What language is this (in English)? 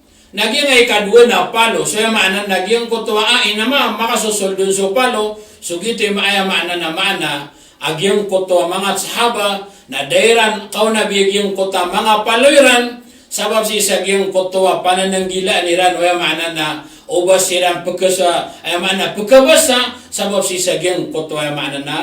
Maranao